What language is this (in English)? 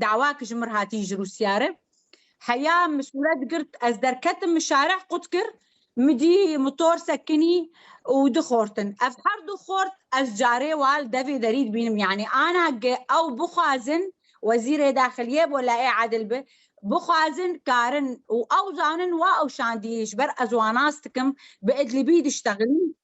Kurdish